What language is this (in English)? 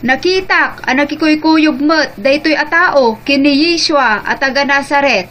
Iloko